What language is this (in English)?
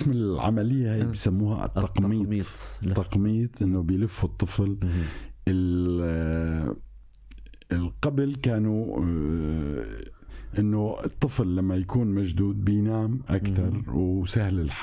North Levantine Arabic